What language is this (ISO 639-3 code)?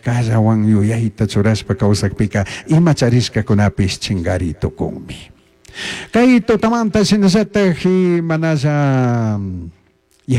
qug